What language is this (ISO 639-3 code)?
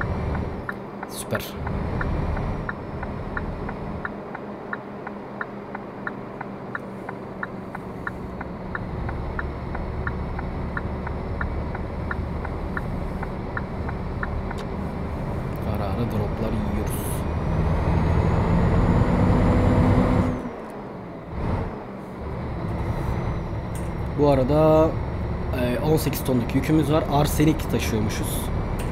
tur